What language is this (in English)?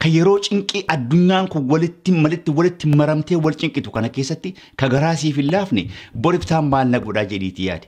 Oromo